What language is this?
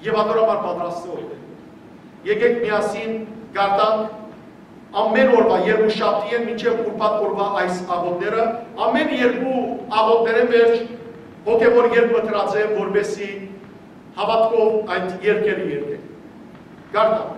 Western Armenian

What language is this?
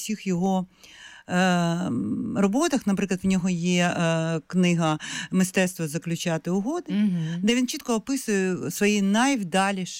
Ukrainian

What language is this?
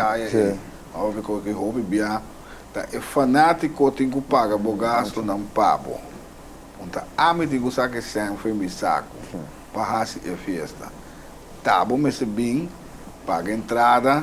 Papiamento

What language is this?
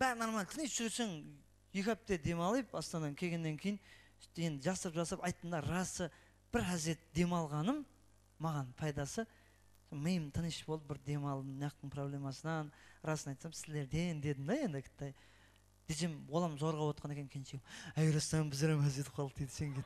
Kara-Kalpak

